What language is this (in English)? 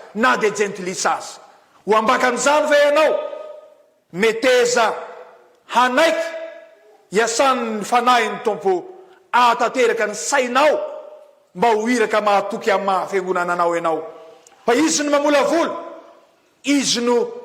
Malagasy